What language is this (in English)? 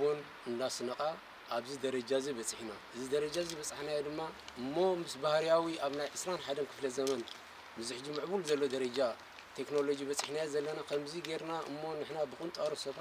Tigrinya